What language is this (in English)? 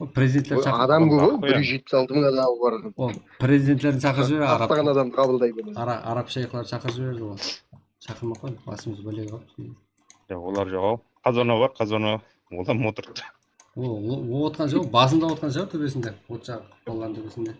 Kara-Kalpak